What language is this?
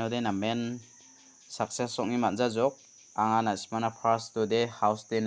Garo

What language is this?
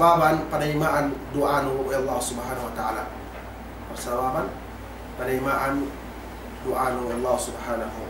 Yakan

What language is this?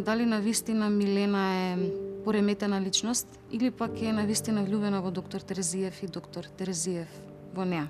Macedonian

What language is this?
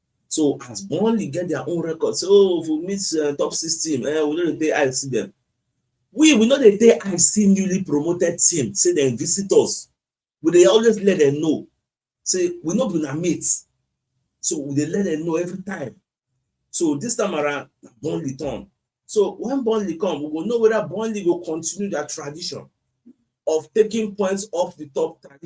Nigerian Pidgin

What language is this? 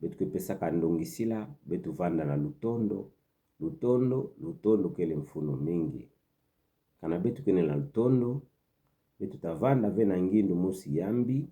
Kituba (Democratic Republic of Congo)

